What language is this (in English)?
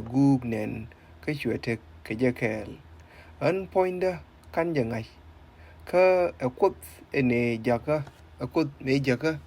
Nuer